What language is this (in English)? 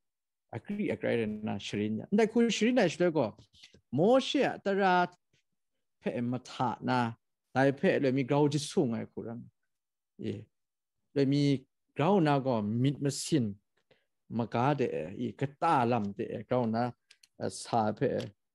Kachin